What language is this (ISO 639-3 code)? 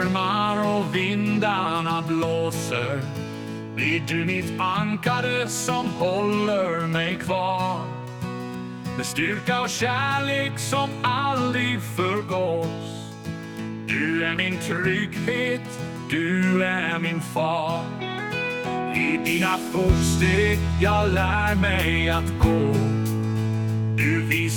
swe